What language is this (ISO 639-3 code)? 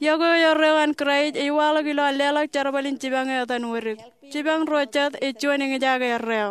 mah